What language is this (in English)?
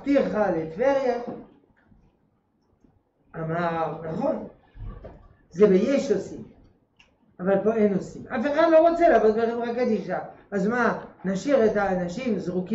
Hebrew